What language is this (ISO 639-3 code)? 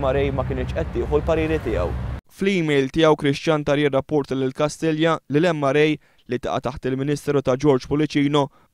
mlt